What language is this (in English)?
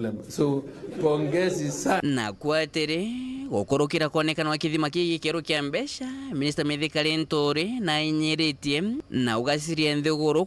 Meru